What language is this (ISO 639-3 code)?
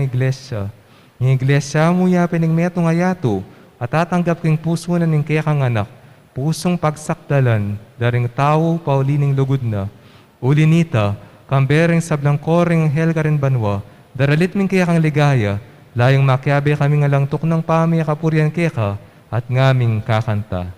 pam